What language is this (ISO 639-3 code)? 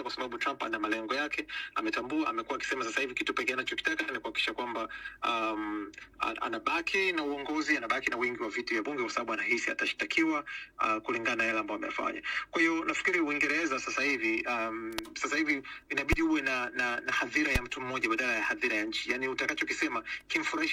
swa